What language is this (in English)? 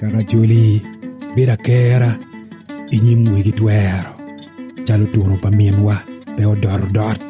Acoli